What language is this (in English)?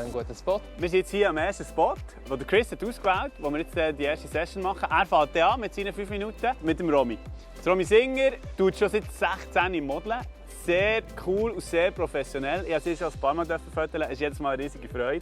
Swiss German